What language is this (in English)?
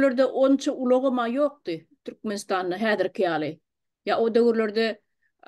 Turkmen